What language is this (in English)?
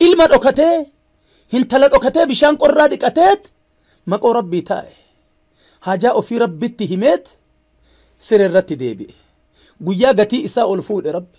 Oromo